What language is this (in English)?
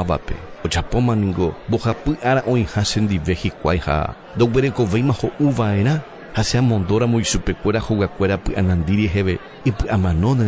Guarani